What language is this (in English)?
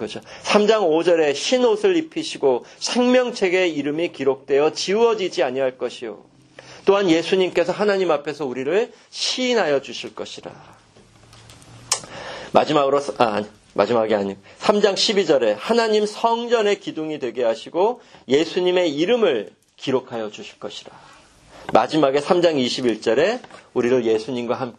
Korean